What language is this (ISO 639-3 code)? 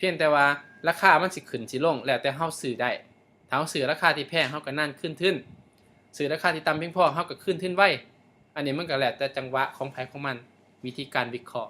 lao